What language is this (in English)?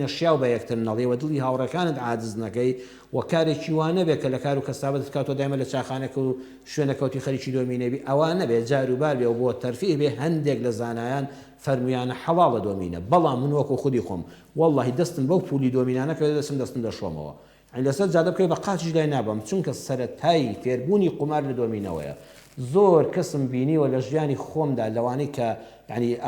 Central Kurdish